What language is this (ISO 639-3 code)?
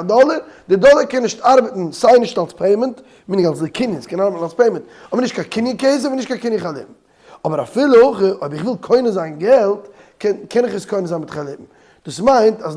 yid